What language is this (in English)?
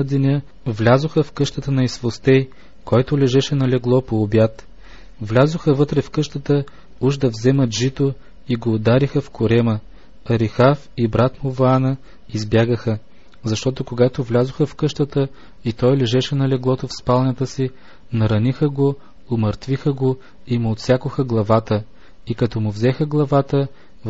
Bulgarian